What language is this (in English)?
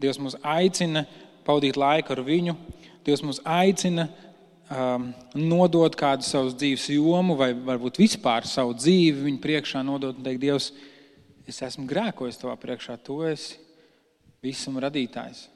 Latvian